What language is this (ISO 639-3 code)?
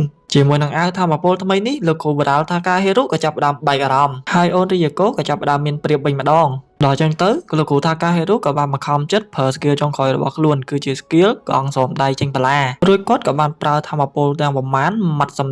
khm